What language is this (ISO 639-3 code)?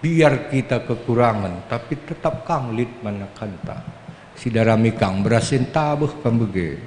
btx